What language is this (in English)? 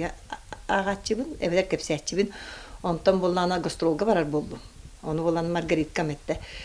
Yakut